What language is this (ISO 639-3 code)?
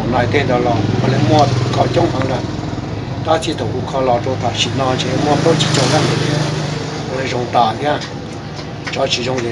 hmn